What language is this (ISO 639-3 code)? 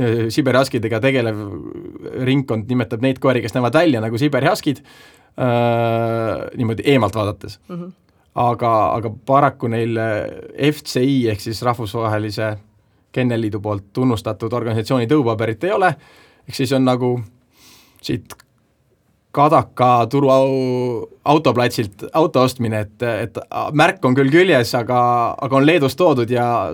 est